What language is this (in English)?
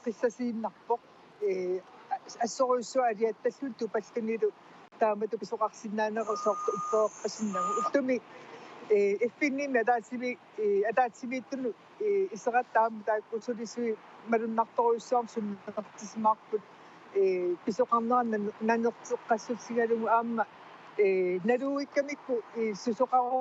Kalaallisut